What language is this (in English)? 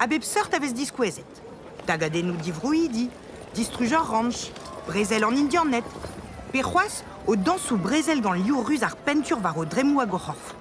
Breton